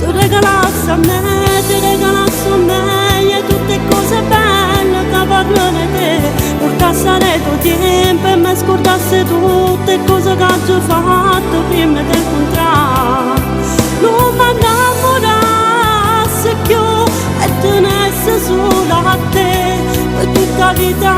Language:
Neapolitan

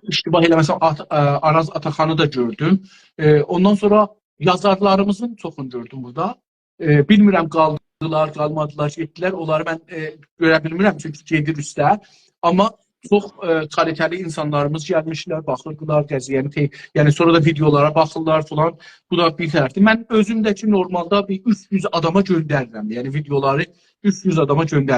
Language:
South Azerbaijani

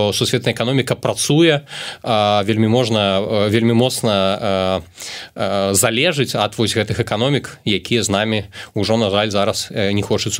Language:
Belarusian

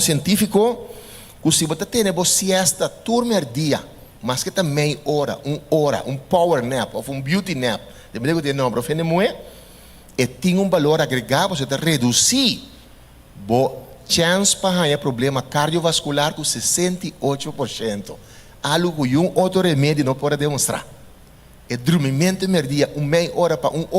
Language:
Papiamento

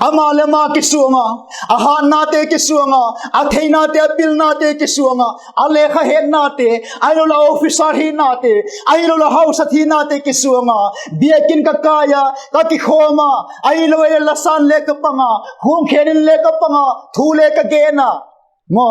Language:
Vaiphei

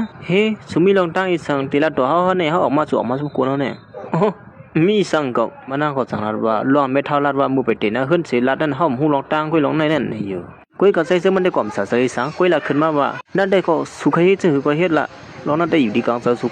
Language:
Shan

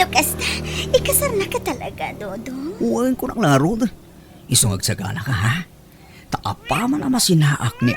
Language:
Iloko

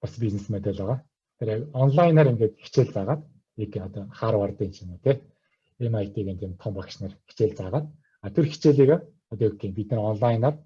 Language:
Mongolian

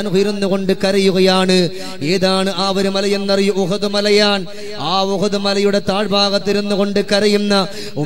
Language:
Malayalam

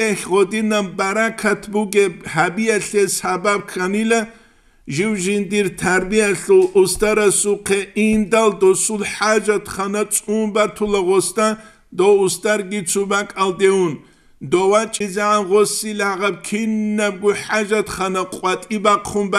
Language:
Avaric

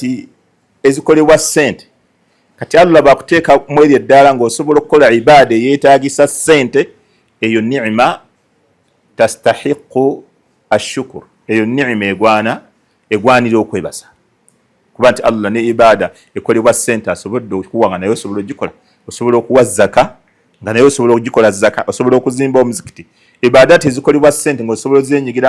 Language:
Ganda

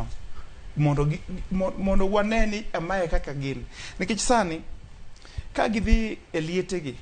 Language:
Luo (Kenya and Tanzania)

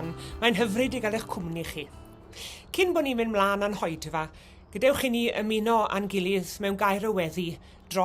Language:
Welsh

